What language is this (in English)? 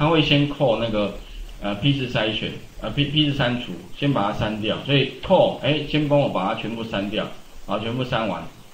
Chinese